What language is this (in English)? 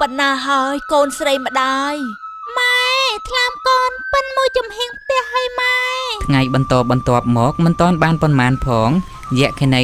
Khmer